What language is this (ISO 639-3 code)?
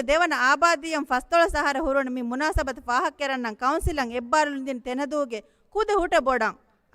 div